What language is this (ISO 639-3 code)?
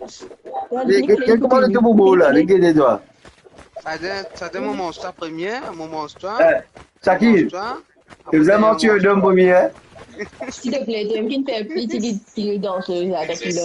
mfe